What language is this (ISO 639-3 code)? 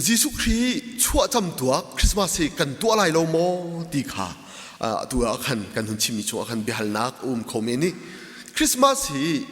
cnh